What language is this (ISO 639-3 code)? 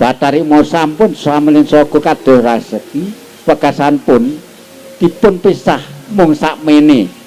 jav